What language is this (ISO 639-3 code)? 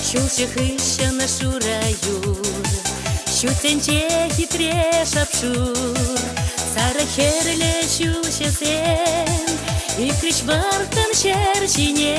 chv